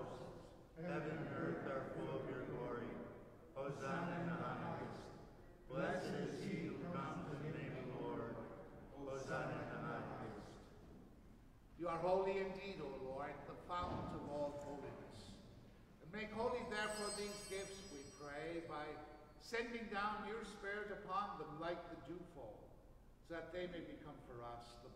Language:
English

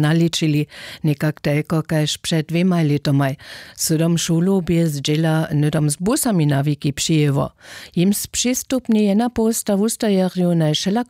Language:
Upper Sorbian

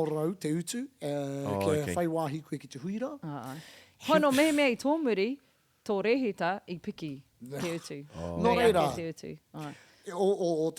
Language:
Māori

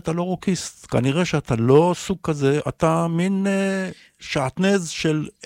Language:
Hebrew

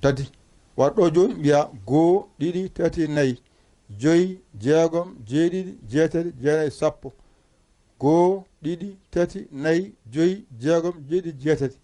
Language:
Fula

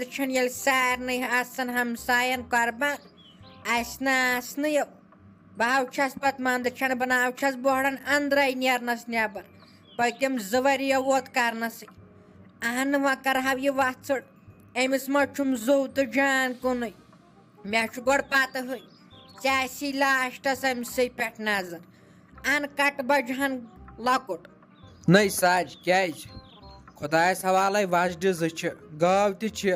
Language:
Kashmiri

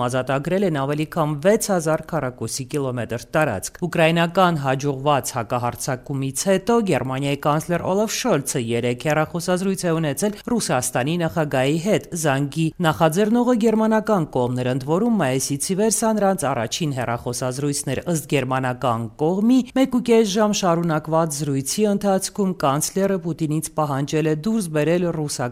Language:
Armenian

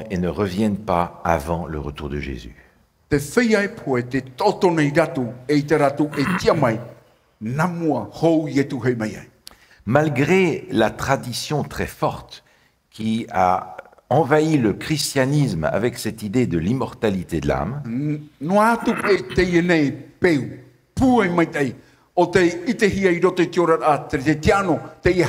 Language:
Tahitian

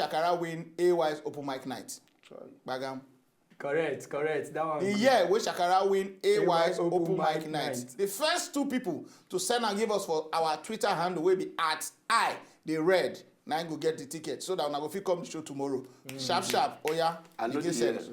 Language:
Nigerian Pidgin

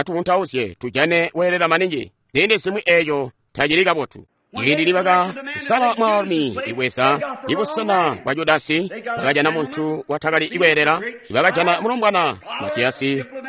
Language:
Tonga (Zambia)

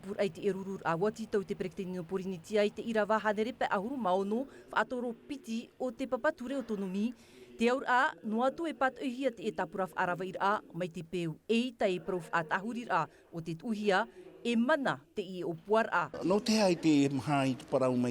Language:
Tahitian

